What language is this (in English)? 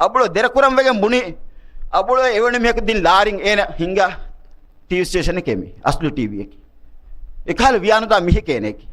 Divehi